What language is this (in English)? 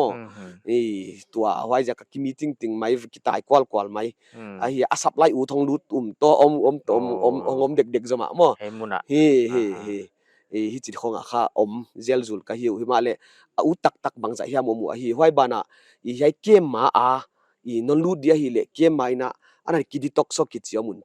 Paite Chin